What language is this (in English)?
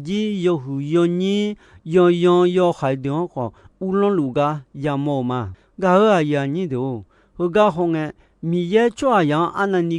Akha